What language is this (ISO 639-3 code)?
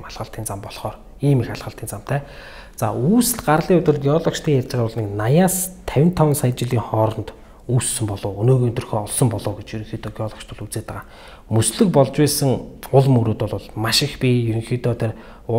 mon